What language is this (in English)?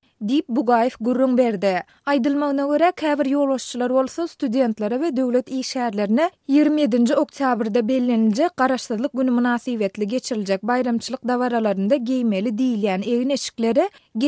Turkmen